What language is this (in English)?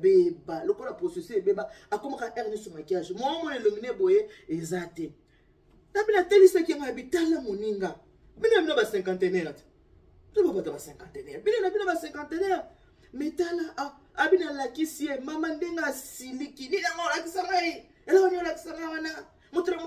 Lingala